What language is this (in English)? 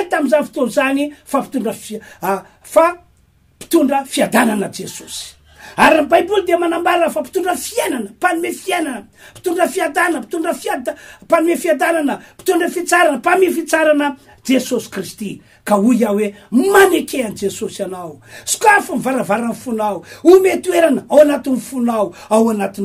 Malagasy